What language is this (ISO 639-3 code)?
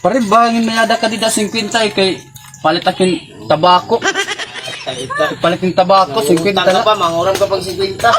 war